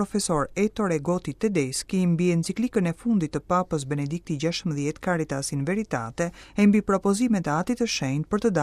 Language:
Albanian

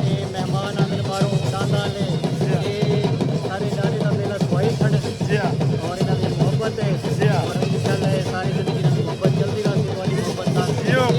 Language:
Saraiki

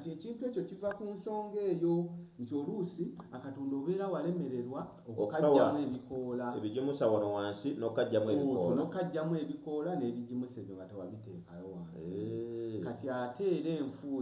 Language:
Ganda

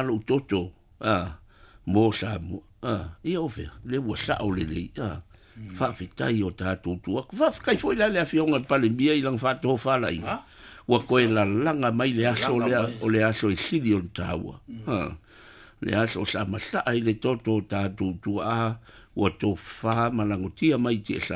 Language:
Samoan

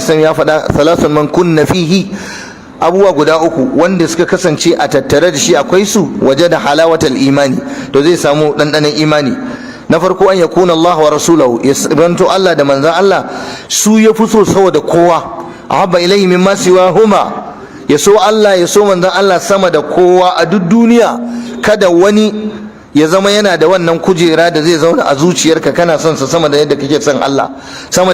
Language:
Hausa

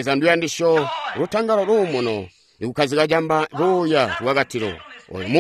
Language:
Tonga (Zambia)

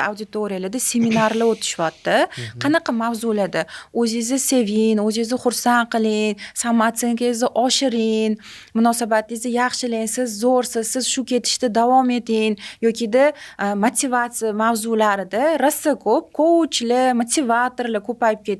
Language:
Uzbek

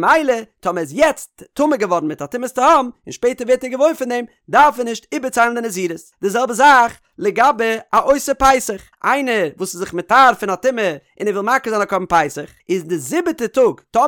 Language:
Yiddish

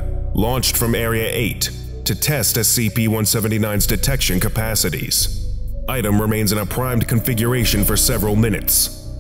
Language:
English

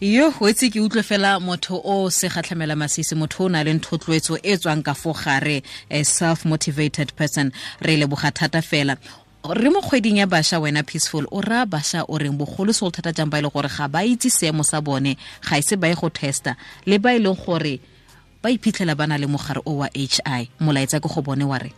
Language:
Tswana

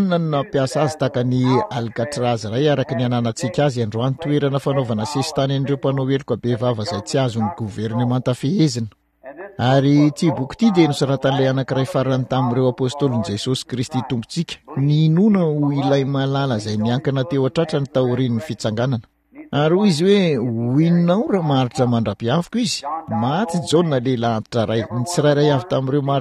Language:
Malagasy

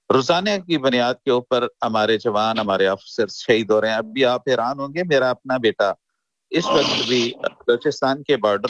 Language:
Urdu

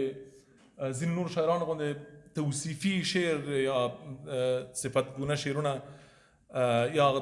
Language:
Pashto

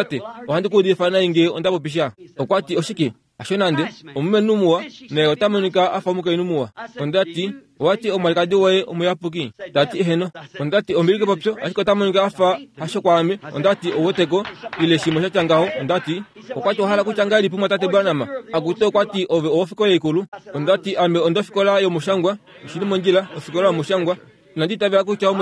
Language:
Kuanyama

